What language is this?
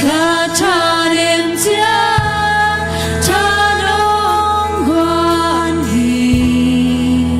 Tedim Chin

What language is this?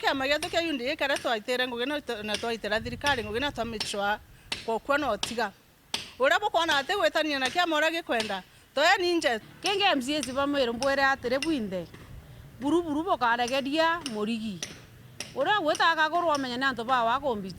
Meru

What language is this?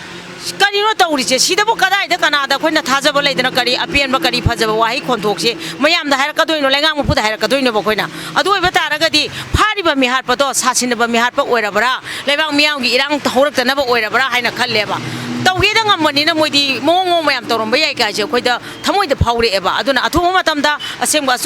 Manipuri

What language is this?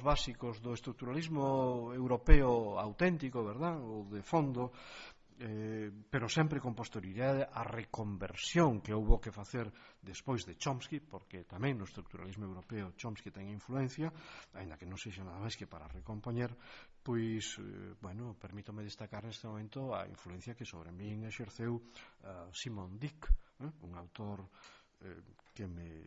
Galician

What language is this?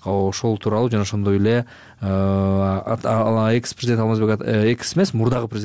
Kyrgyz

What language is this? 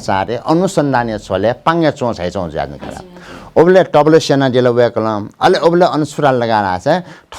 Newari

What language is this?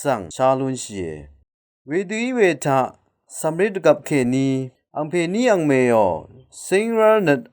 Rawang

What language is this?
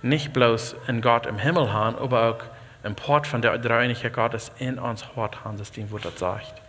Plautdietsch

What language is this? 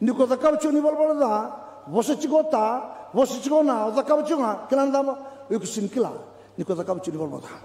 Fijian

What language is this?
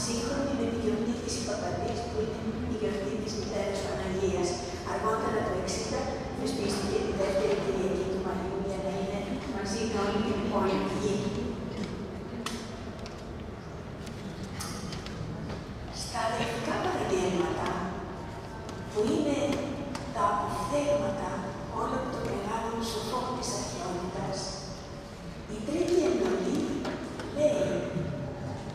Greek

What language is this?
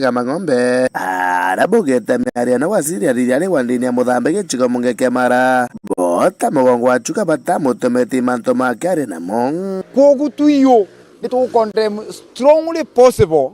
Meru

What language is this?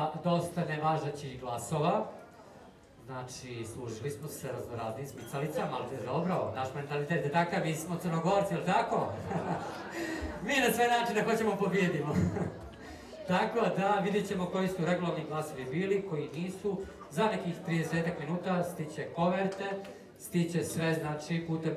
Serbian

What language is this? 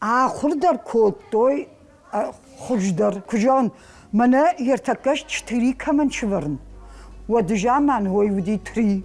Ossetic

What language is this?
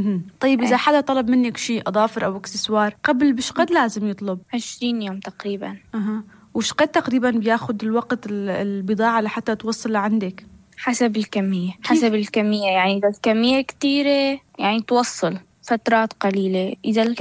North Levantine Arabic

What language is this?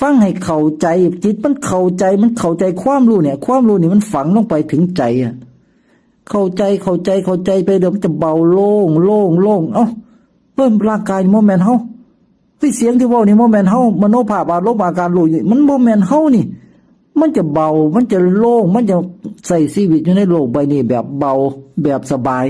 Northeastern Thai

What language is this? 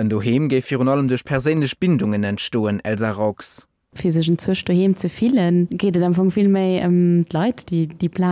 Luxembourgish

